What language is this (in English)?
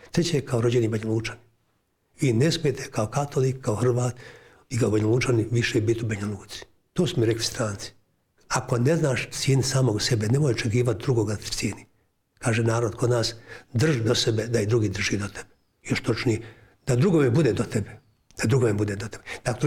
Bosnian